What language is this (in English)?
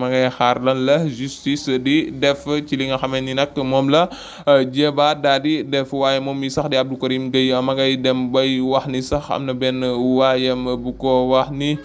Wolof